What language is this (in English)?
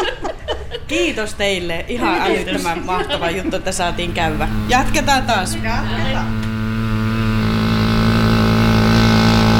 Finnish